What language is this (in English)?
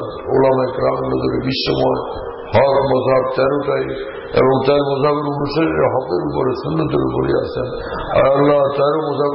Bangla